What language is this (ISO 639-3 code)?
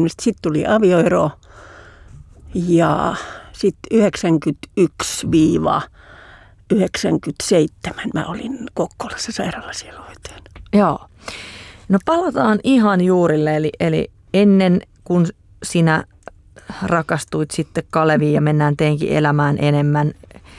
fin